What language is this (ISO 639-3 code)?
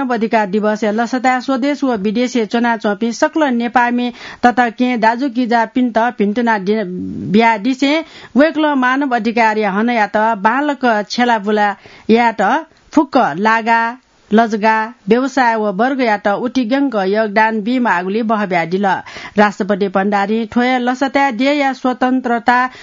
new